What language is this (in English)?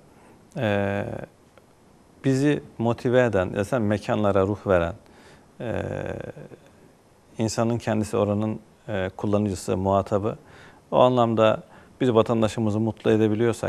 Turkish